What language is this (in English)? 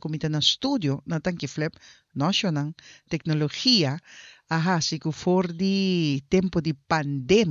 Papiamento